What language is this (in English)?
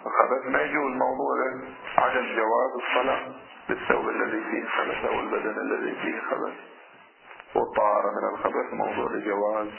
Arabic